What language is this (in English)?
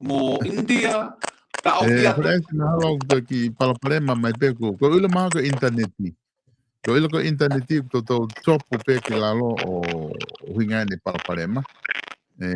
Tongan